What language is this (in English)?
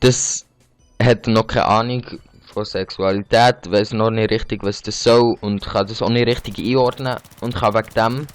Swiss German